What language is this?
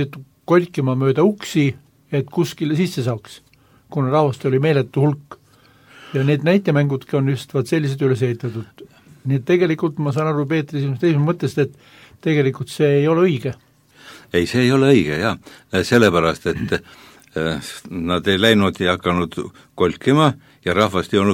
Estonian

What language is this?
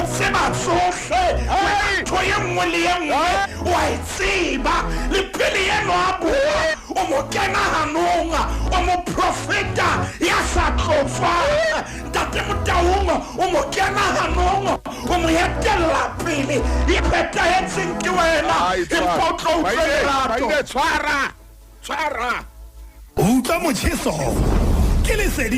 Southern Sotho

